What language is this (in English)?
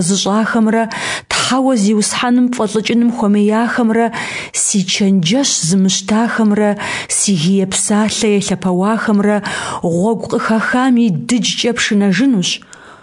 Kabardian